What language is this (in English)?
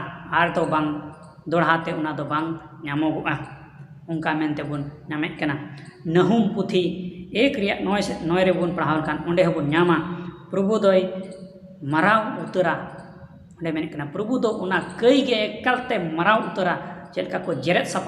Santali